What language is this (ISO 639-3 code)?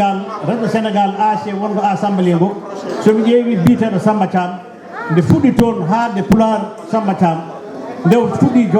ful